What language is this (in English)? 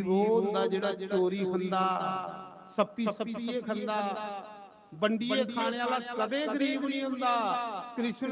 Dogri